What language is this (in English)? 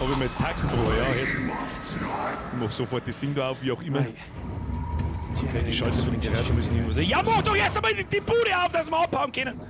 Bavarian